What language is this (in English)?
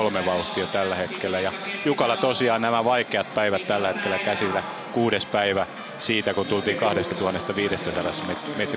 Finnish